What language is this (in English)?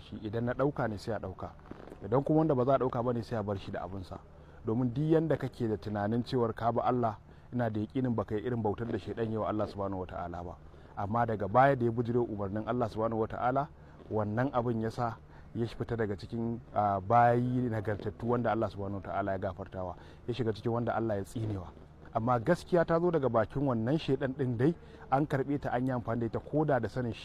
Hausa